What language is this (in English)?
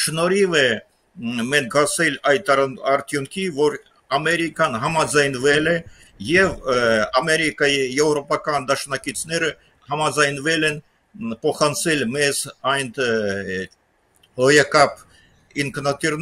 Armenian